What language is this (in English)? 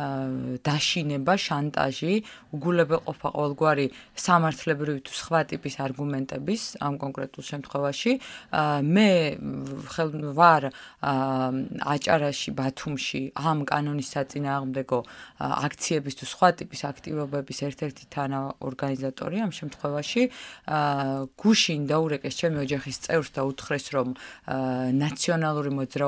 Georgian